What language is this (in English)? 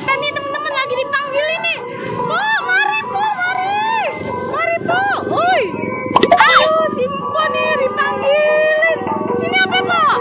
Betawi